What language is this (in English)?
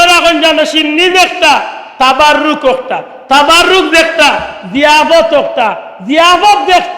Sylheti